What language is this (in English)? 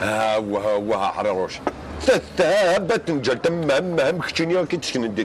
Kabyle